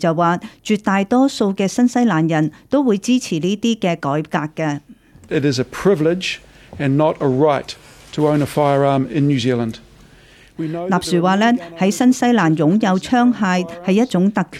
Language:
Cantonese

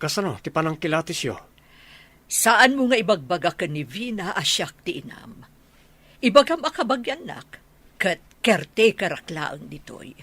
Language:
Iloko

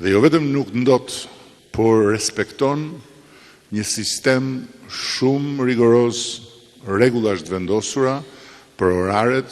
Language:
Albanian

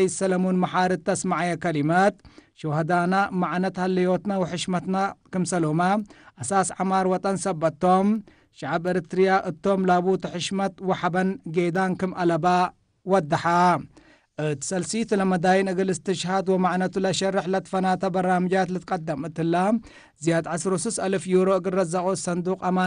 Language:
Tigre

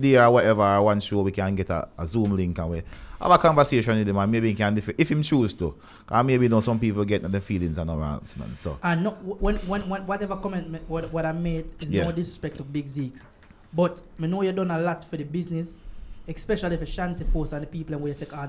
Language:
Jamaican Creole English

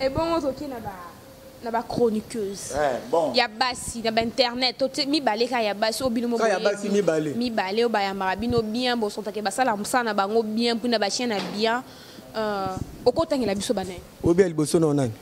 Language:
Lingala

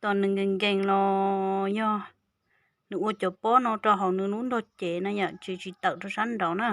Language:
Hmong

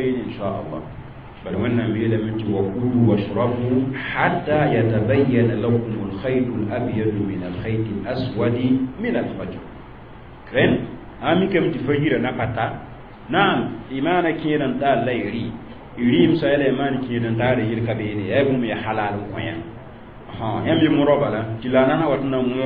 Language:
Mossi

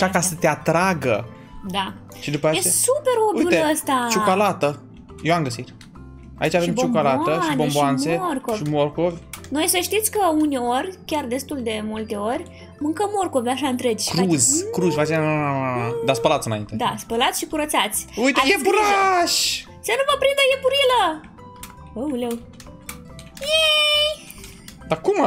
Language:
Romanian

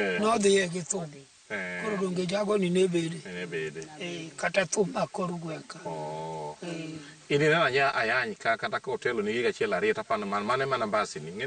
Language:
Luo (Kenya and Tanzania)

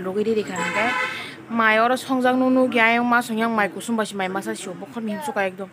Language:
Kok Borok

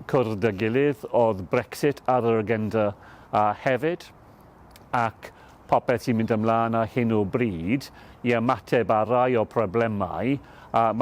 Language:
Welsh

